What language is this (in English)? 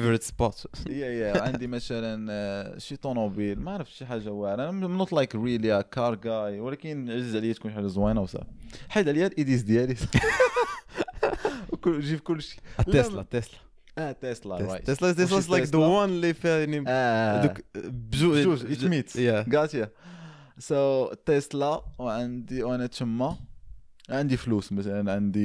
Moroccan Arabic